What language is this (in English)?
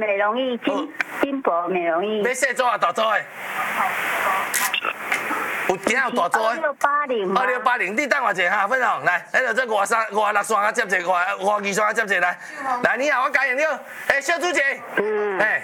Min Nan Chinese